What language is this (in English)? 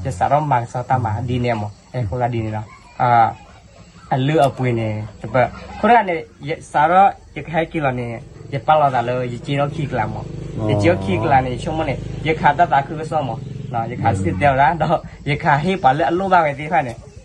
S'gaw Karen